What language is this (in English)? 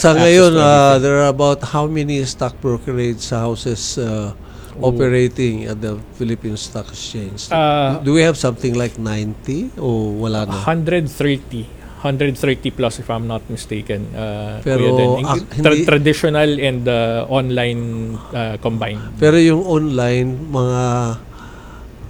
Filipino